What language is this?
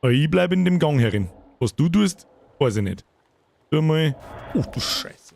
Bavarian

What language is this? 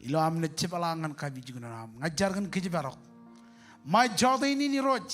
Marshallese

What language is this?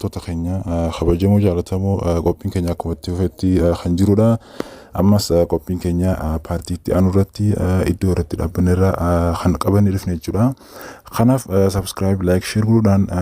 Oromo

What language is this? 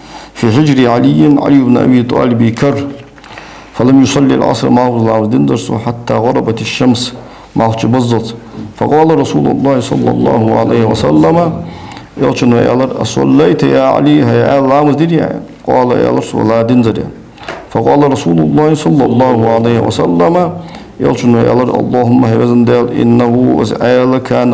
Ingush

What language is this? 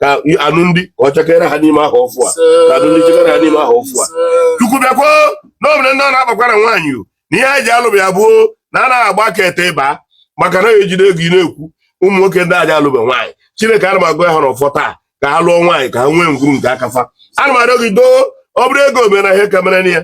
Igbo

